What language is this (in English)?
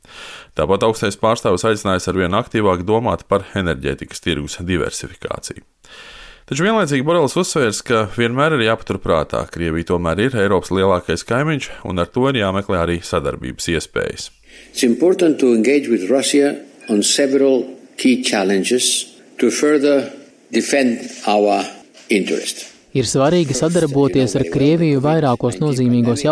Latvian